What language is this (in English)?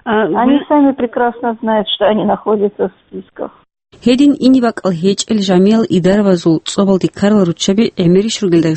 Avaric